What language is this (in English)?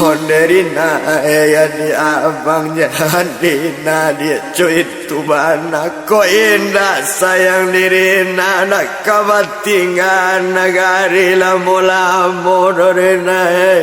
Minangkabau